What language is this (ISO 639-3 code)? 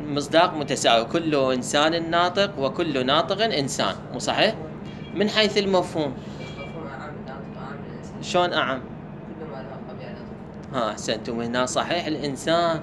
acm